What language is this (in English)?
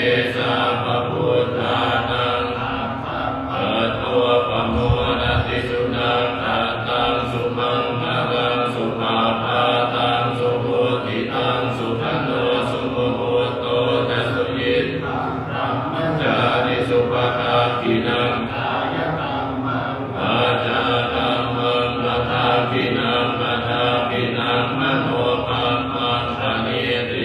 Pali